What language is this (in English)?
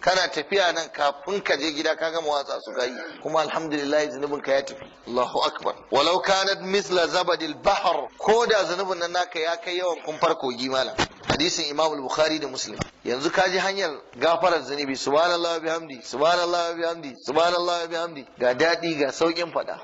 Hausa